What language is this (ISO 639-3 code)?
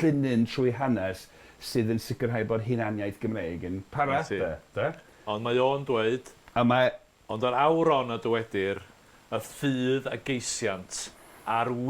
cym